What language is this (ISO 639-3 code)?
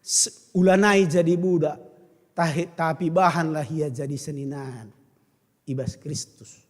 btx